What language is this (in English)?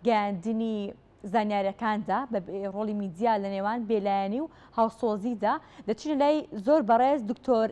Central Kurdish